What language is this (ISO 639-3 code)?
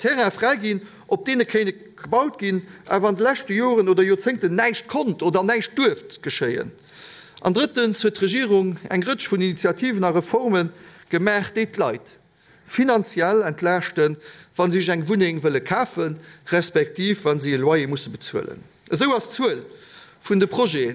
ltz